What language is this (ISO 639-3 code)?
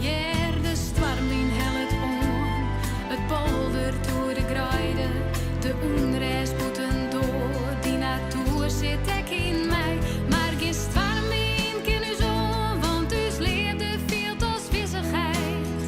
fry